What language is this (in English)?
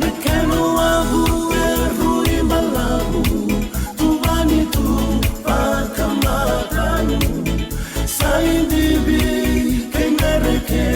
Fijian